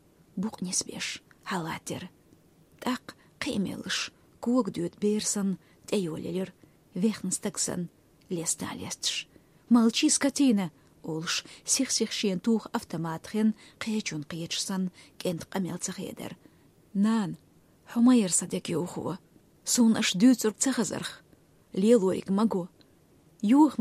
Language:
Chechen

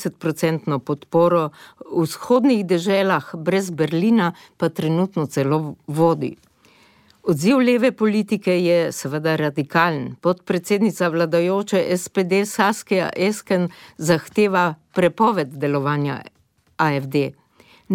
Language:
Slovenian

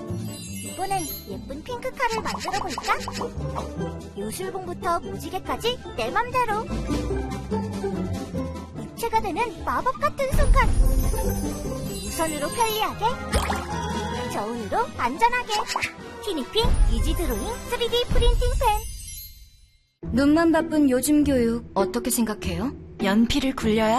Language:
Korean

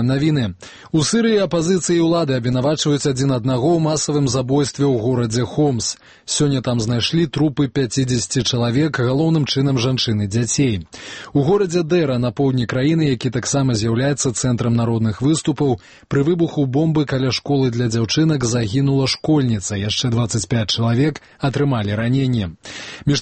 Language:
Belarusian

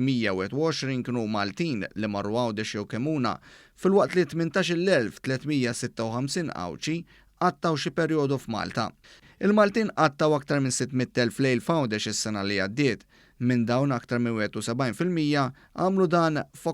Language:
Maltese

